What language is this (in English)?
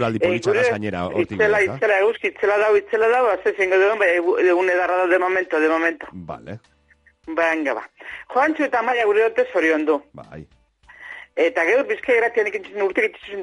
Basque